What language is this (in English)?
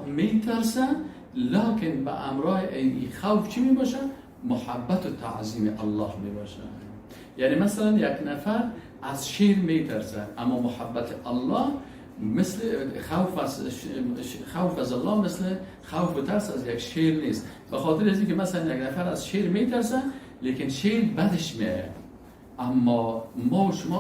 Persian